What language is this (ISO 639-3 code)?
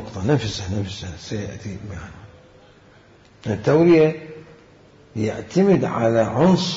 acm